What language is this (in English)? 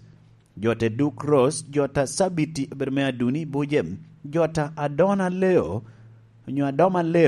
Lango (Uganda)